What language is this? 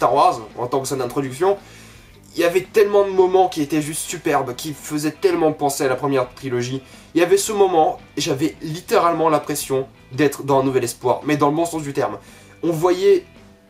French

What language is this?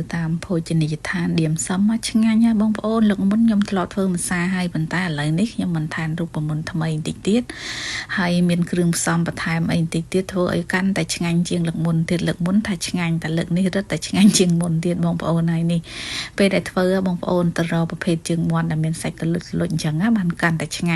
Khmer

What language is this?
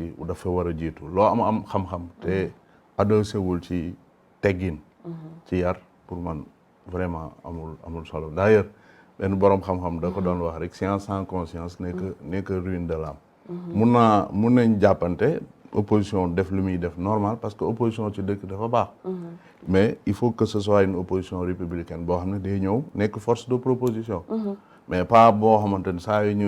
Wolof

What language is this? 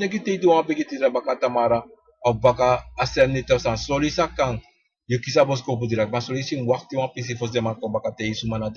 Sranan Tongo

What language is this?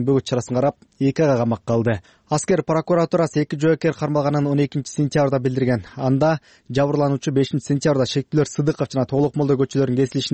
Kyrgyz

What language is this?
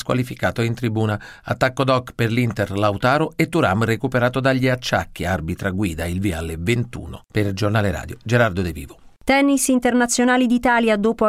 Italian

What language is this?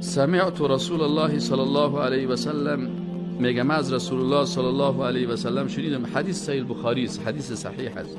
Persian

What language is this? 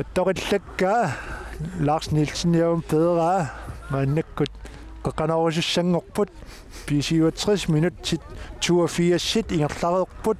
Kalaallisut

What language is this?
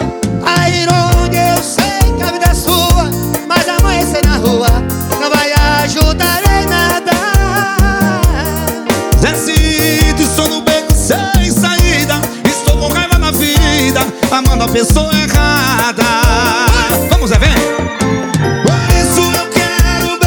Portuguese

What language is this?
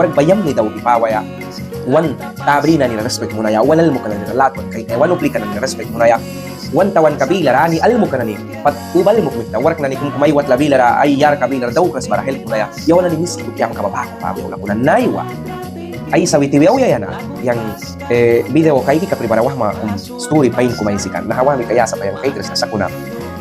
Mískito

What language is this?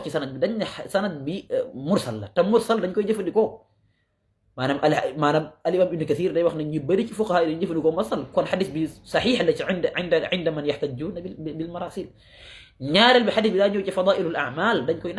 Wolof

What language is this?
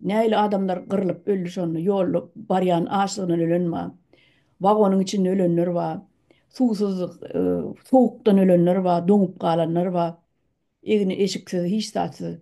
Turkmen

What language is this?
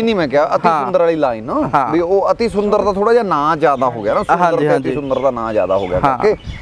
Punjabi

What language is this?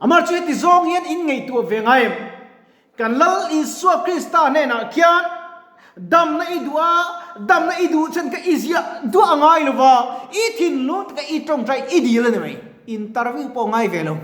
Mizo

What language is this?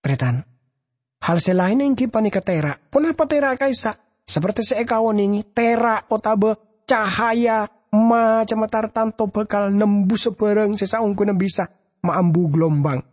Madurese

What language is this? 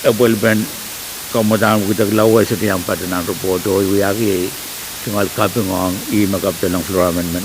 Pohnpeian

